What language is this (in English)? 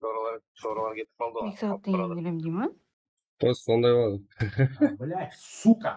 Kara-Kalpak